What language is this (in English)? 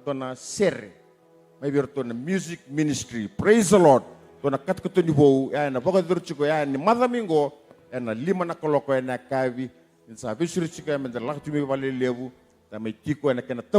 Fijian